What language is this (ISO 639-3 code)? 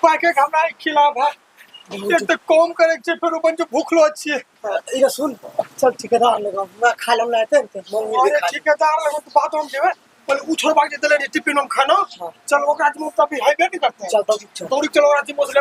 anp